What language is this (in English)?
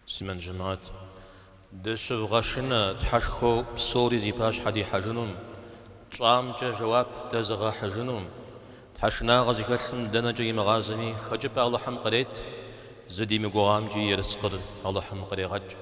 Kabardian